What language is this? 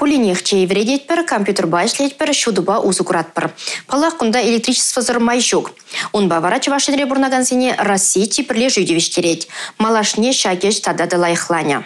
Chuvash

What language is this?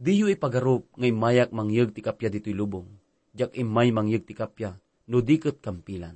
Iloko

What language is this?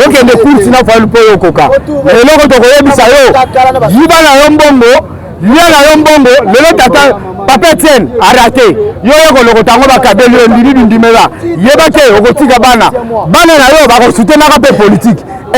Lingala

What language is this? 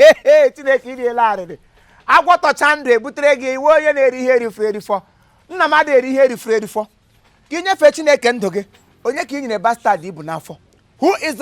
Igbo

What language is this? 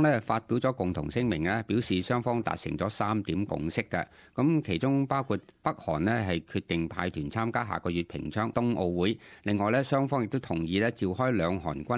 Cantonese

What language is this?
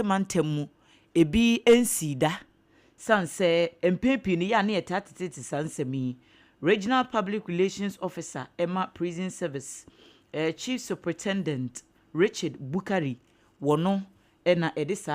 Akan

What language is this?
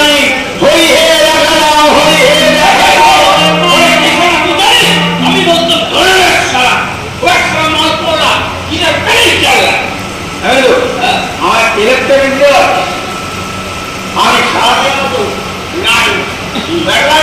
Bangla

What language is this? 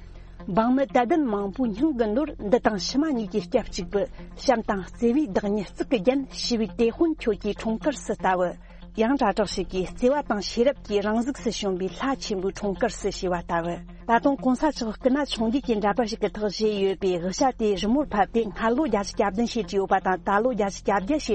Tibetan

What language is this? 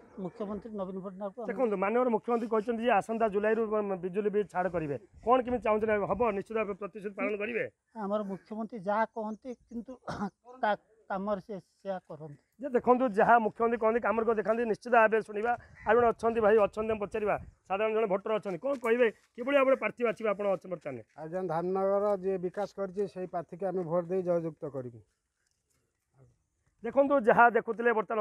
Odia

